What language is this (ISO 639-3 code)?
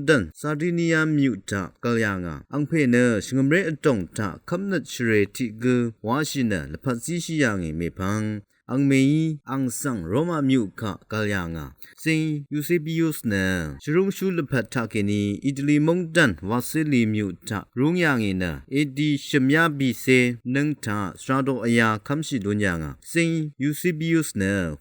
raw